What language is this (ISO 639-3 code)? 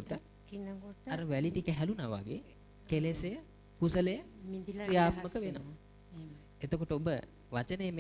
sin